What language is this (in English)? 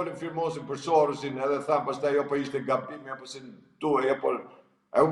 Albanian